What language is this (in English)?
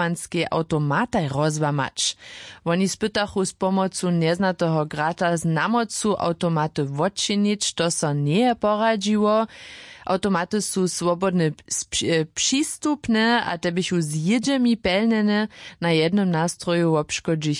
Upper Sorbian